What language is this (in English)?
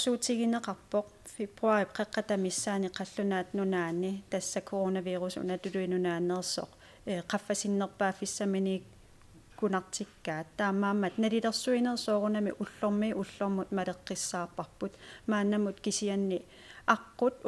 Kalaallisut